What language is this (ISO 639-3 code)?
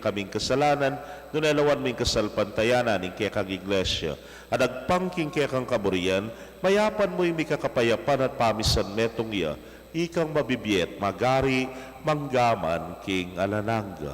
pam